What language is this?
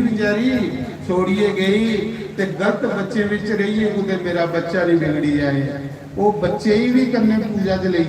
Dogri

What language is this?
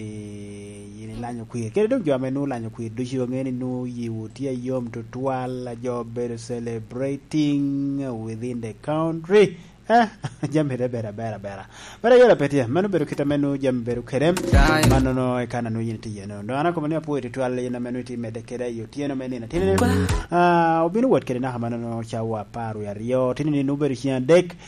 Lango (Uganda)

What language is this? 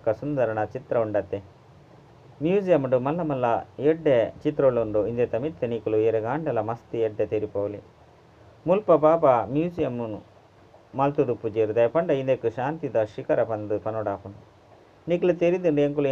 Tulu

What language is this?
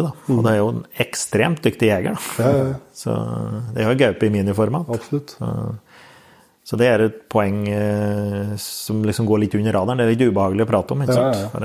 Norwegian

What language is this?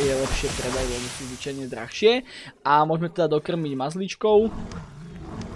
Slovak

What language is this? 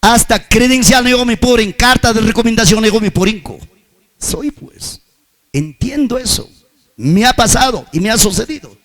Ayacucho Quechua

